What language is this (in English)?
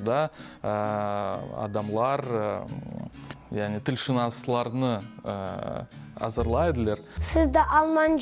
Crimean Tatar